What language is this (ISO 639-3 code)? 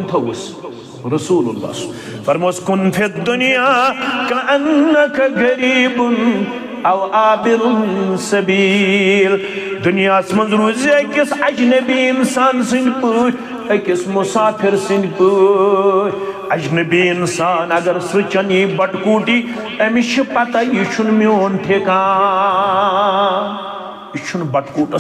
kas